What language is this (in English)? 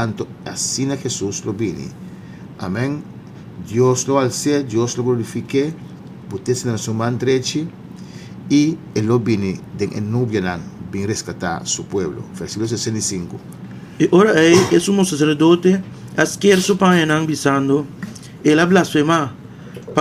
Papiamento